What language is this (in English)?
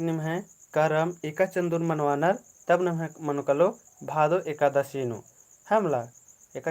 Kurukh